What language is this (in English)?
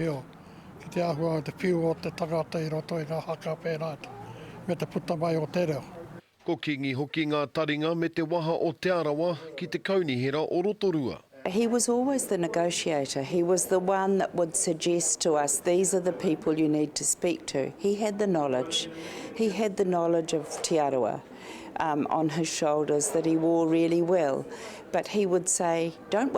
Māori